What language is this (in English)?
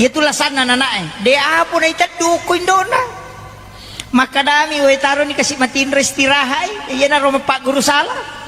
Buginese